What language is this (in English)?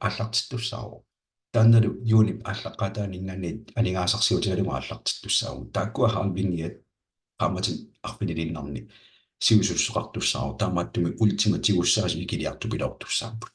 Kalaallisut